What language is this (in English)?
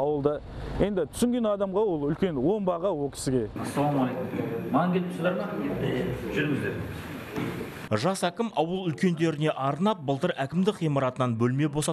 Kazakh